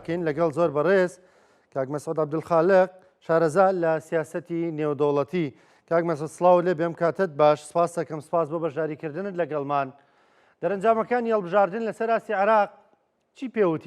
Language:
Central Kurdish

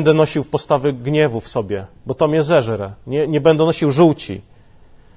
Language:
Polish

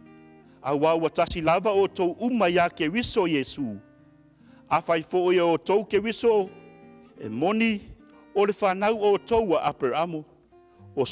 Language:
Samoan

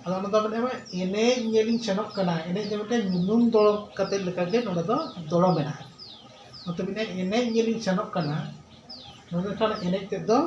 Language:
Santali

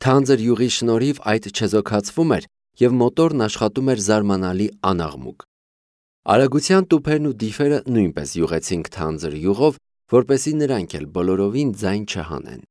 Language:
Armenian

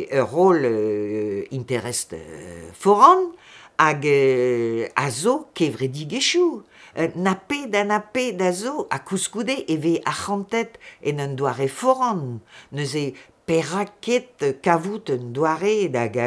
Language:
Breton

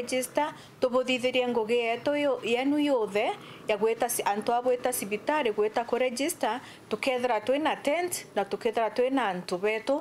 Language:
Meru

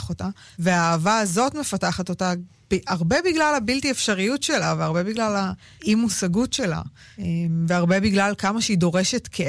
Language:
Hebrew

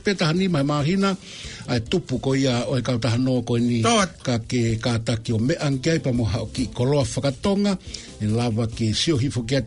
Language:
Tongan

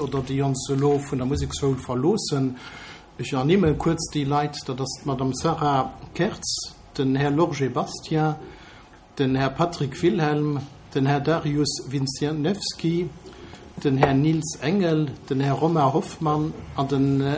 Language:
Luxembourgish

